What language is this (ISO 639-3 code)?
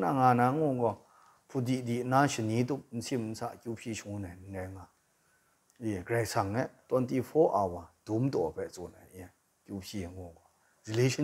kac